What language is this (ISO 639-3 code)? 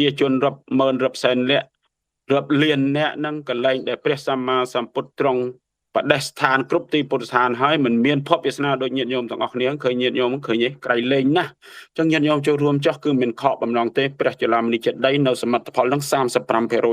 khm